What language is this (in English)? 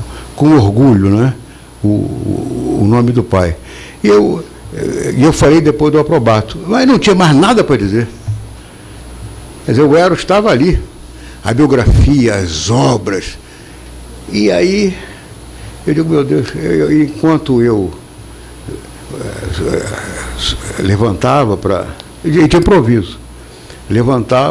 Portuguese